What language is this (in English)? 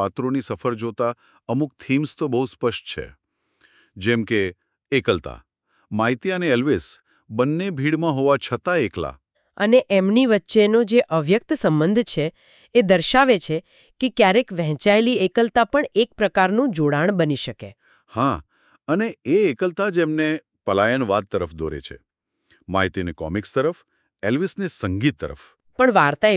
Gujarati